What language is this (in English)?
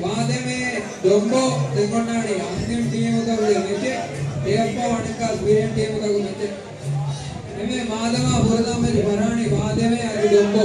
Divehi